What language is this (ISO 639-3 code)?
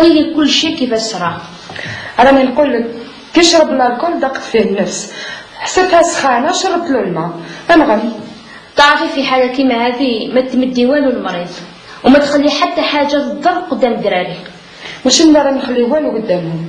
arq